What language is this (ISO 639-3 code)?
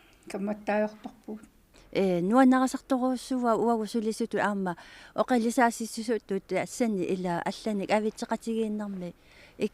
kal